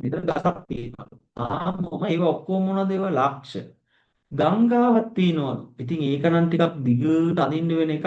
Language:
Sinhala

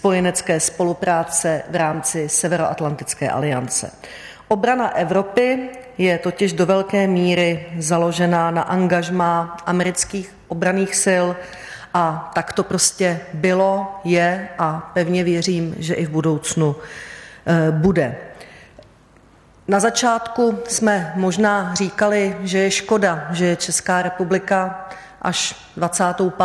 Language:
Czech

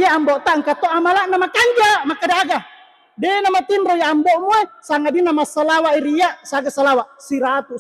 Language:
Buginese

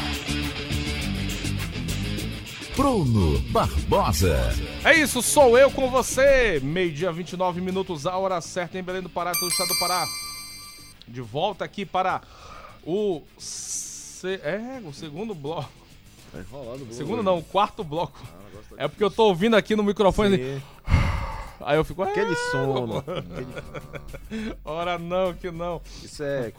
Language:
Portuguese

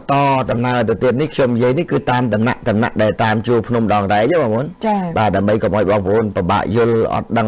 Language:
Khmer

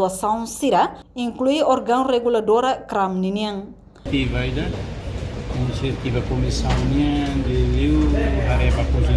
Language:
Tetum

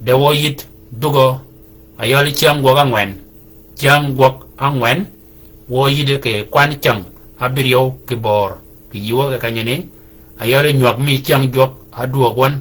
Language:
Shilluk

